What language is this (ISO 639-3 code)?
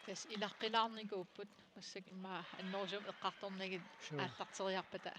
kal